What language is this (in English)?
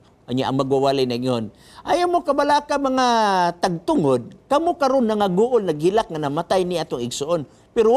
Cebuano